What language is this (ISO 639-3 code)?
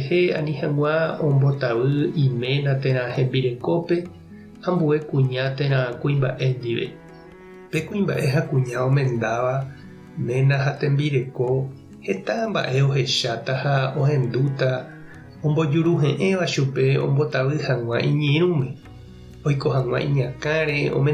grn